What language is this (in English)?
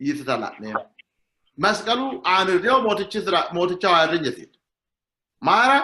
Sidamo